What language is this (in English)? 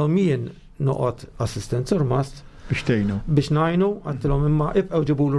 Maltese